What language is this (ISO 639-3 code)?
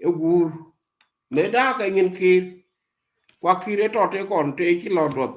nus